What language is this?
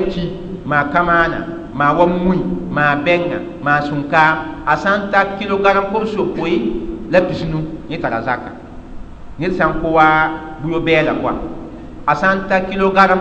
Mossi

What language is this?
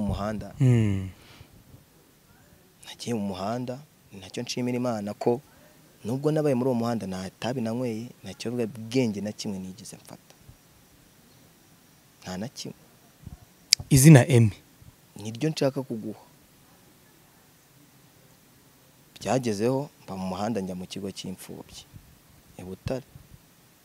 Kinyarwanda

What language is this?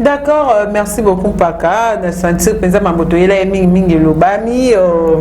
Lingala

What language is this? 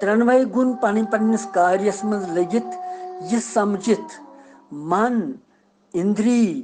Kashmiri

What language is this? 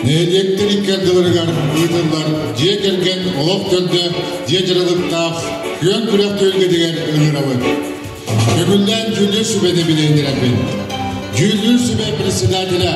Yakut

